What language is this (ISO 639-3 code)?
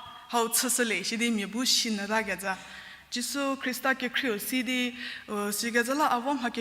njm